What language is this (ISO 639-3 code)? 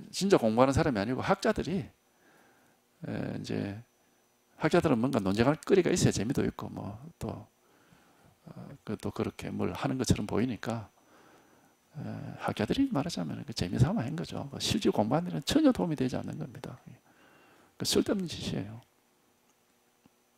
kor